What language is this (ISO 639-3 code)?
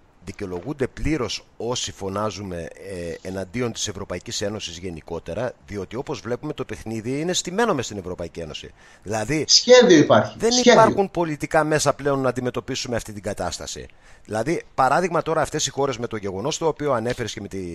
ell